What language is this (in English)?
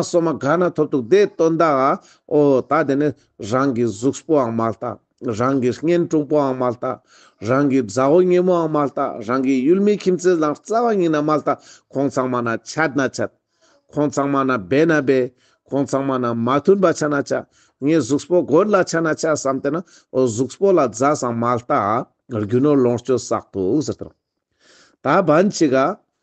Ladakhi